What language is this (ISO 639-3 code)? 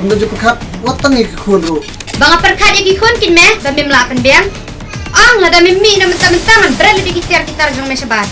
kha